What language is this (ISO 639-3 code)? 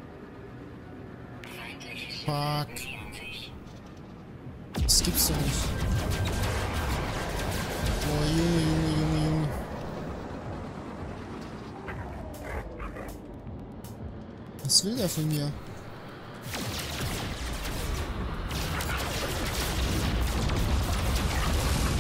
deu